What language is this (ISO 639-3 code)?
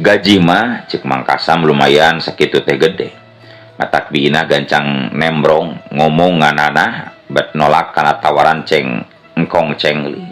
sun